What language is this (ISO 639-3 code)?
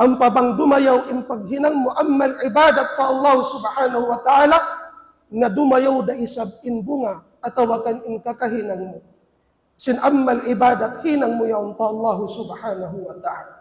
tsg